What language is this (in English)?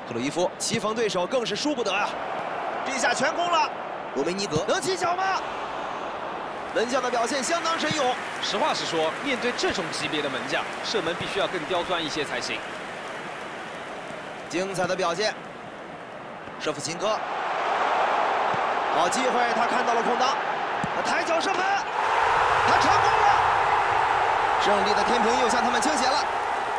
Chinese